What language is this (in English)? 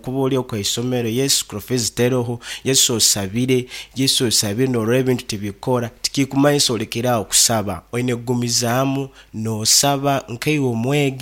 Nyankole